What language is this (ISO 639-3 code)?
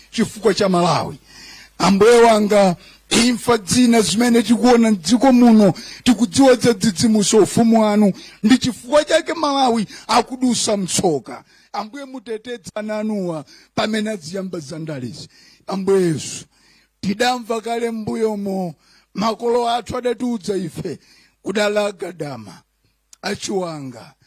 nya